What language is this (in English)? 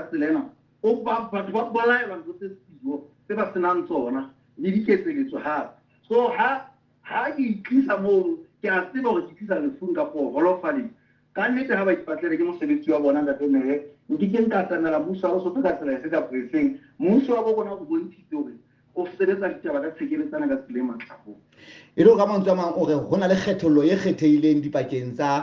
Southern Sotho